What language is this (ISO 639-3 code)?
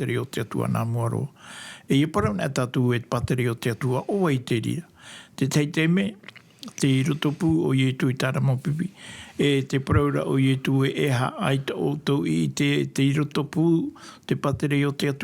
tah